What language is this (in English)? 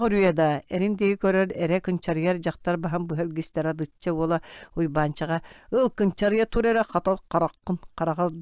Yakut